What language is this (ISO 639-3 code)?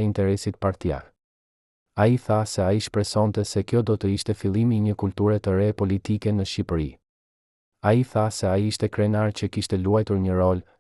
sqi